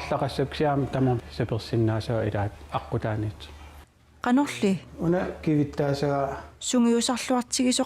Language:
Kalaallisut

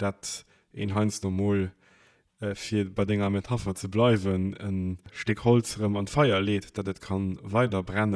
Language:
Luxembourgish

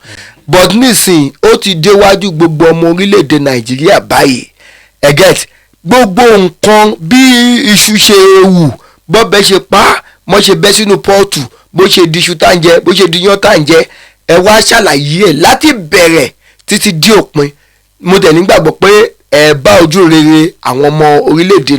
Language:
Yoruba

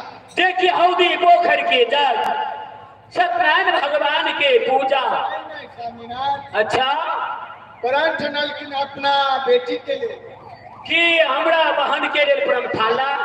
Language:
Maithili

